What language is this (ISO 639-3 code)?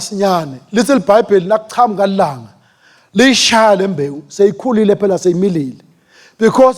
ssw